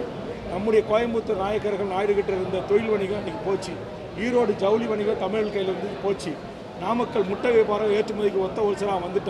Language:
Tamil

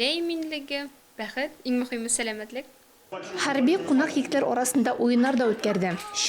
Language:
Tatar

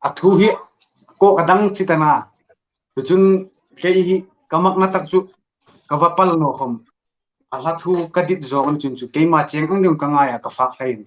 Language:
Hmar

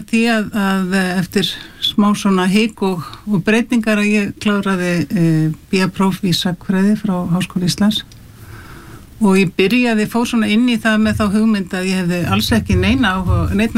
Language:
Icelandic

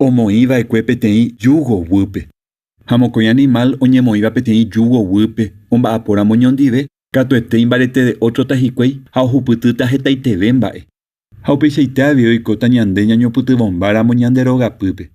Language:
Guarani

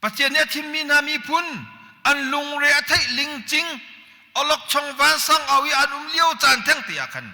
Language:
Hakha Chin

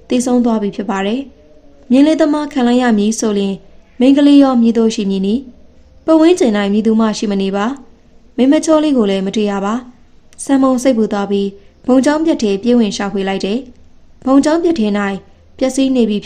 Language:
Burmese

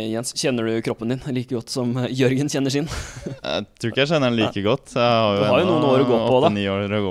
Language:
Norwegian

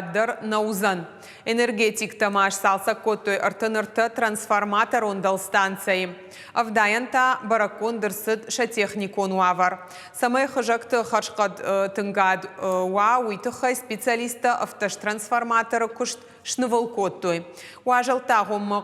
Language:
Ossetic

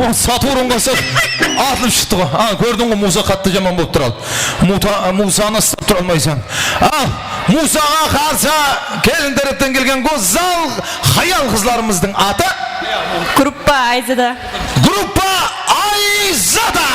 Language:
Kara-Kalpak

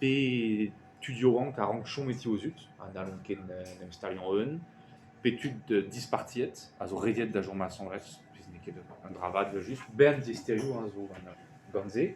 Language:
Breton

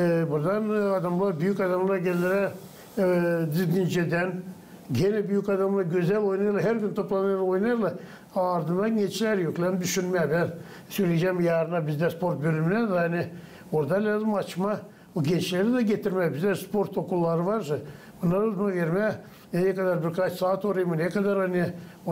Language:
Gagauz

